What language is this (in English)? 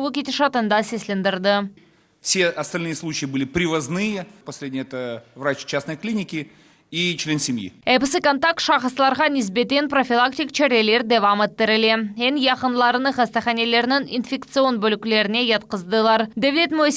Crimean Tatar